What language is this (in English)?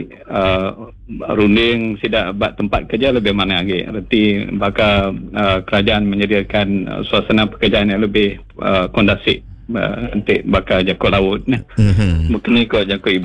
Iban